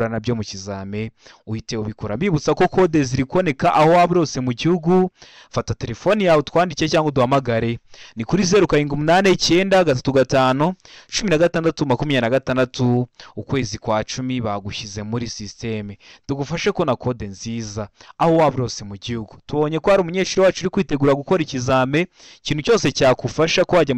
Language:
Kinyarwanda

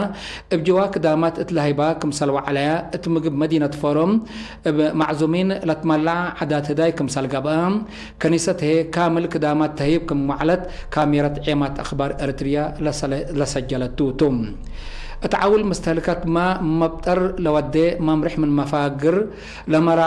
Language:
Tigre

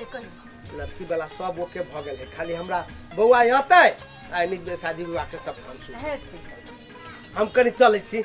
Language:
Maithili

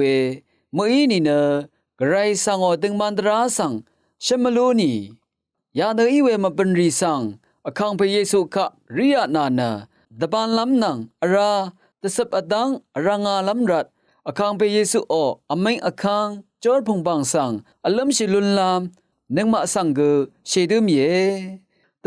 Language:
Rawang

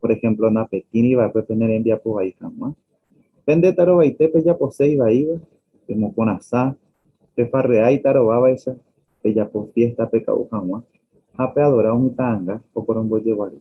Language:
Guarani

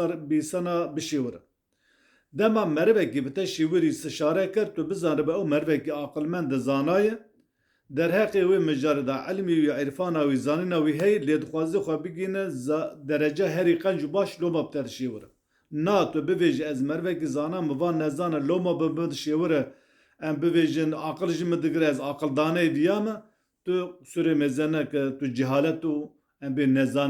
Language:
Kurdish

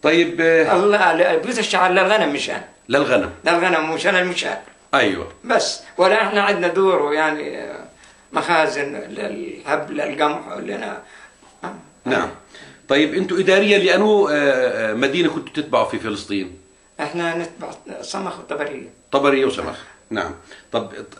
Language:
South Levantine Arabic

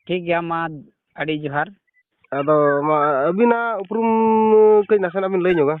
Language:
Santali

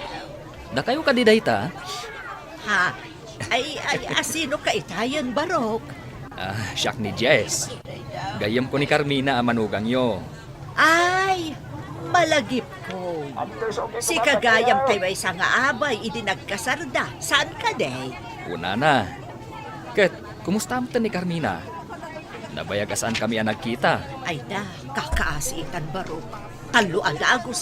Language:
Iloko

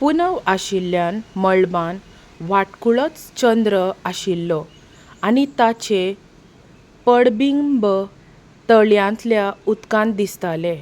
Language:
Konkani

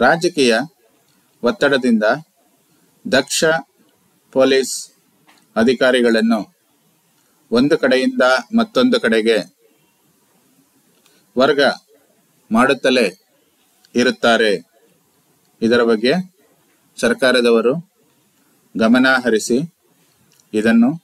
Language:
Kannada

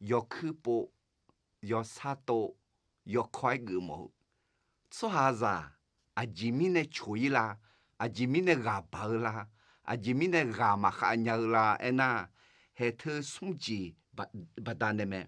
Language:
Akha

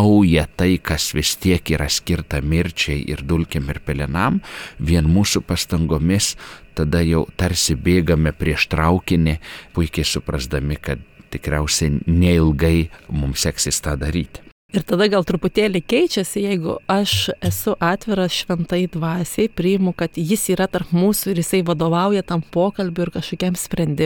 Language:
Lithuanian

